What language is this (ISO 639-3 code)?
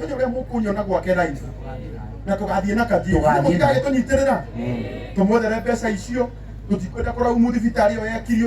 kik